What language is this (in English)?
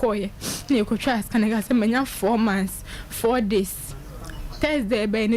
Akan